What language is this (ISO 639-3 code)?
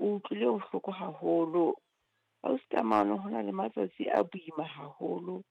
sot